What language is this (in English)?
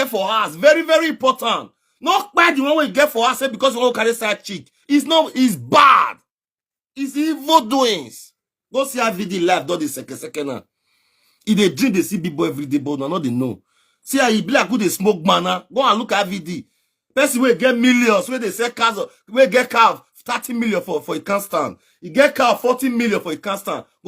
Nigerian Pidgin